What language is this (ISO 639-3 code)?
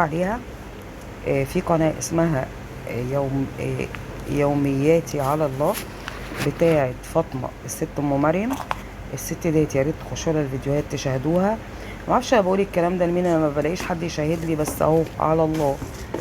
arz